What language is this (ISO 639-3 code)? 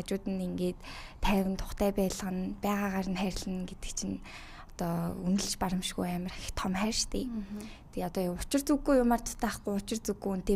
mon